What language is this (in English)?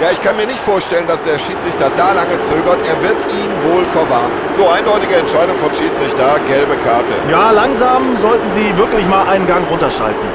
Bavarian